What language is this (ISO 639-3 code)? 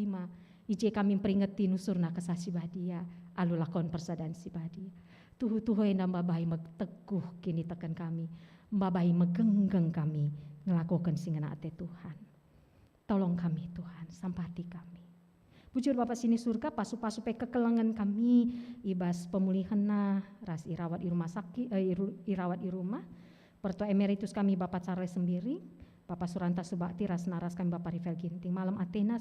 btx